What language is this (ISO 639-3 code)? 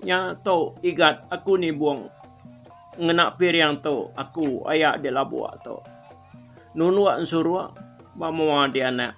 iba